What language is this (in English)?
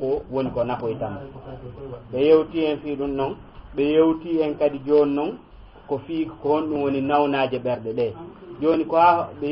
Fula